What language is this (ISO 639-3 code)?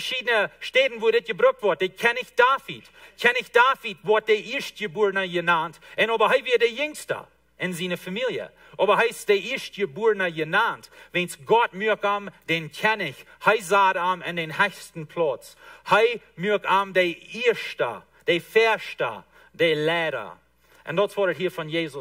pdt